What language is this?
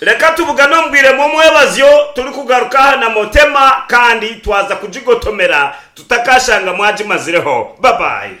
Nyankole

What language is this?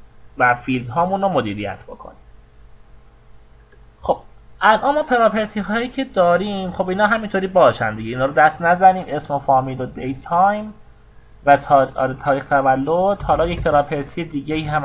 Persian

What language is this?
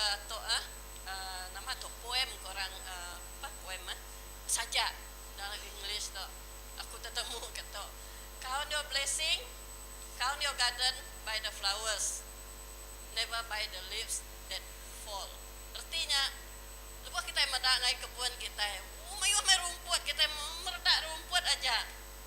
Iban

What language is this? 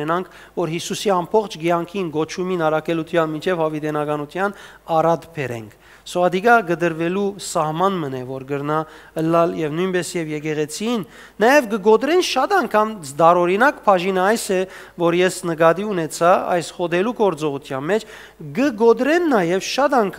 Western Armenian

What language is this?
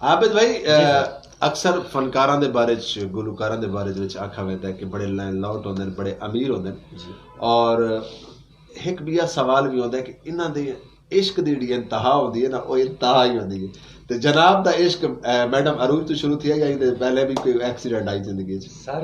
Saraiki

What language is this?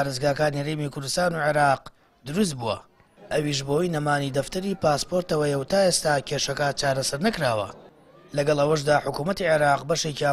Central Kurdish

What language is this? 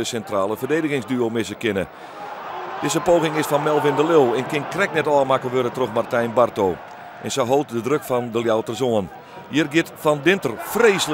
Western Frisian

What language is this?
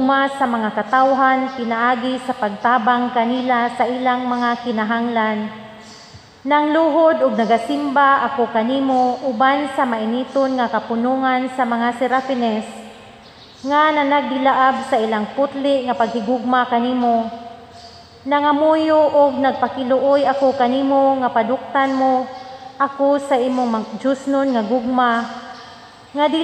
Cebuano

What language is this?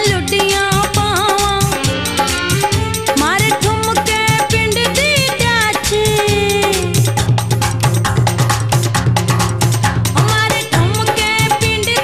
Punjabi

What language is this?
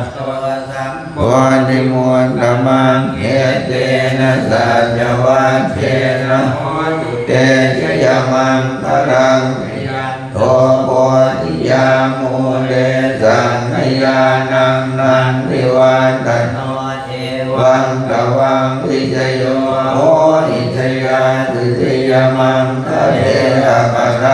Pali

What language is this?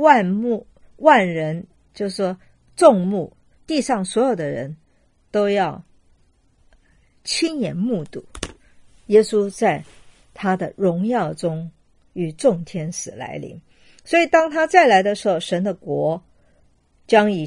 Chinese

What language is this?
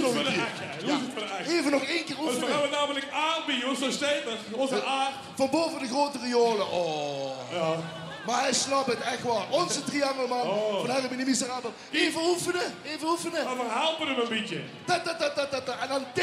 Limburgish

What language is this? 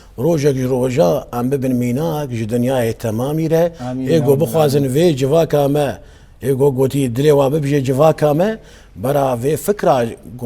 Kurdish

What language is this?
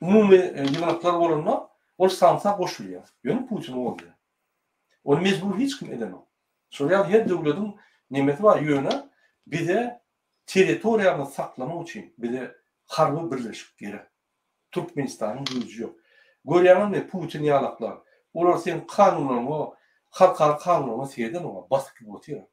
Turkmen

